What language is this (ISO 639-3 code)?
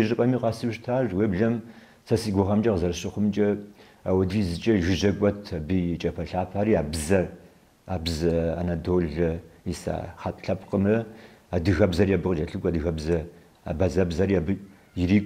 kbd